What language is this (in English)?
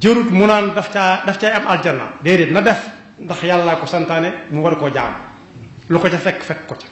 Wolof